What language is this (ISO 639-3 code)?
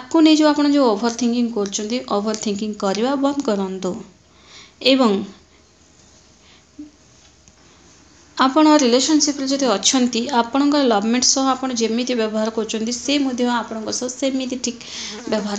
ori